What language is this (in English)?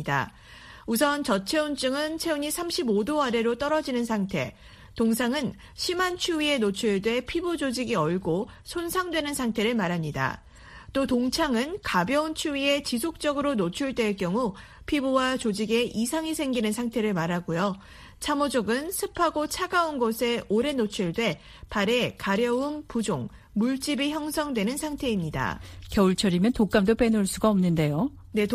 Korean